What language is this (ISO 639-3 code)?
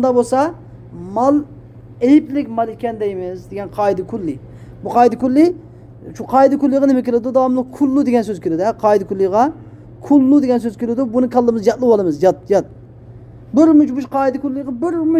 uig